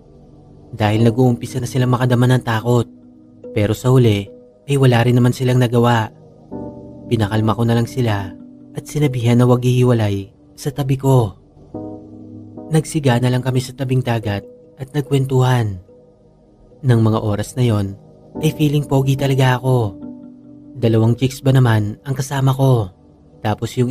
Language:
Filipino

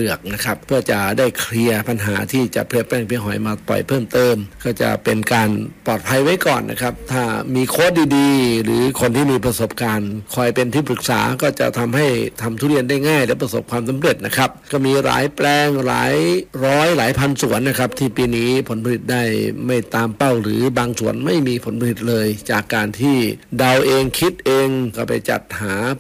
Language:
Thai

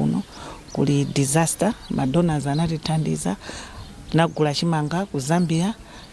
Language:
Nyanja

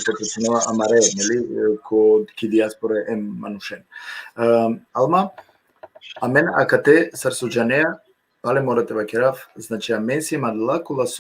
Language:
Balkan Romani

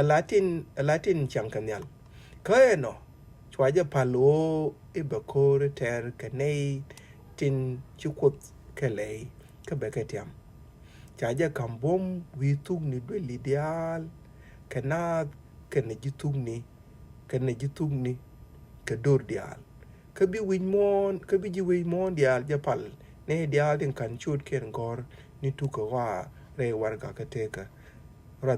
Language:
Nuer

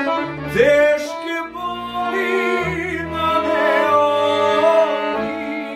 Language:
Croatian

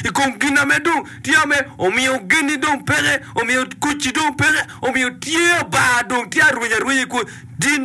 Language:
Acoli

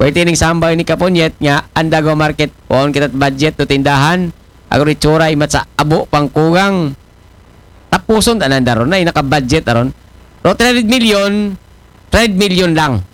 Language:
Aklanon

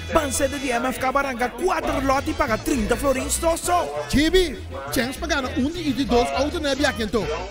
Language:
Papiamento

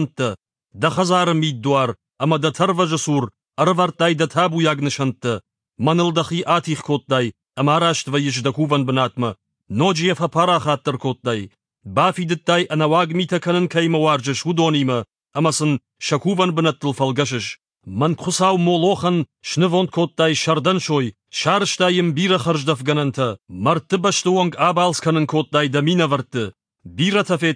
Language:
Ossetic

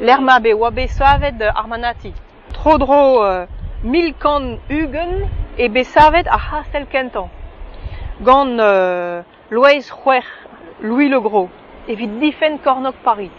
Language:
Breton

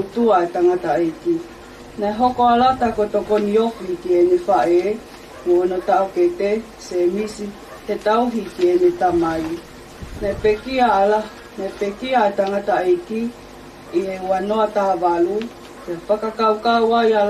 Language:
Tongan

